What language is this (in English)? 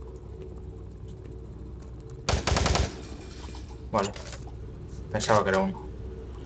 Spanish